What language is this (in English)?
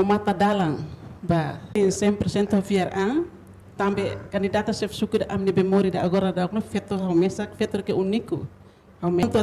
Tetum